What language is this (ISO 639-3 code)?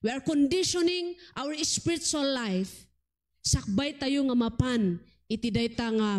ilo